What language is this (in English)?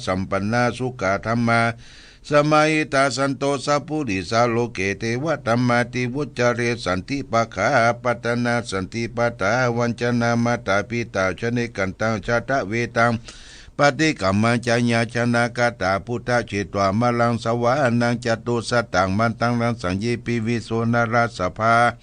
Pali